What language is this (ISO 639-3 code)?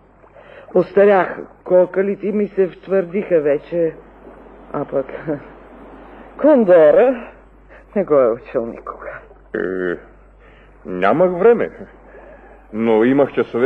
bul